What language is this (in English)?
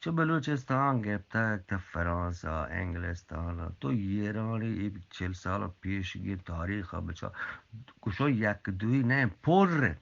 Eastern Balochi